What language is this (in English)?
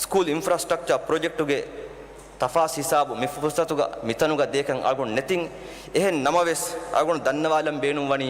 Divehi